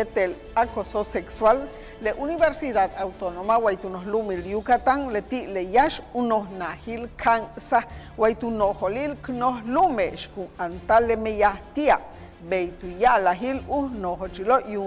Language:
Yucateco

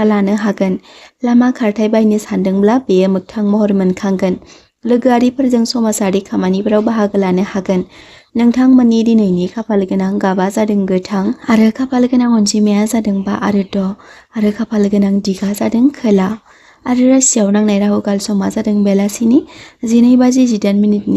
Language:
Bodo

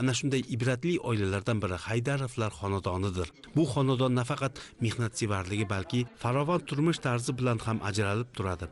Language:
Uzbek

